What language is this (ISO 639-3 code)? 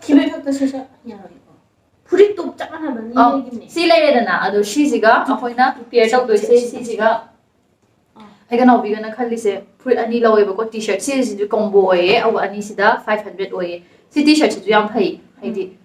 mni